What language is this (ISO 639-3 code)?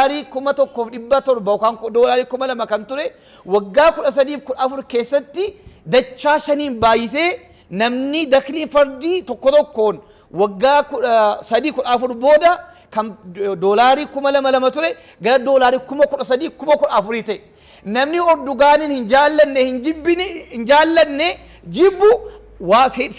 orm